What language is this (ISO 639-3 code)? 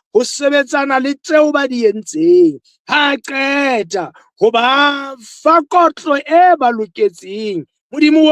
sot